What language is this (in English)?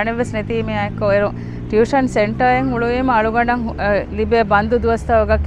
Divehi